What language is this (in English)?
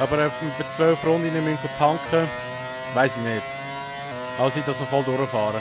Swiss German